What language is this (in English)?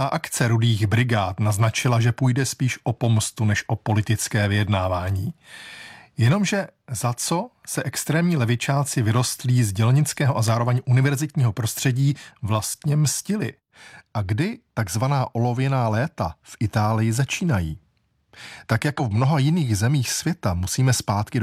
Czech